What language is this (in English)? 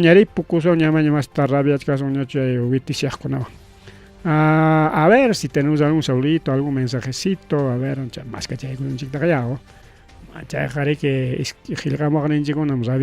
Ayacucho Quechua